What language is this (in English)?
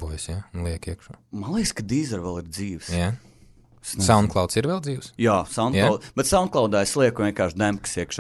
Latvian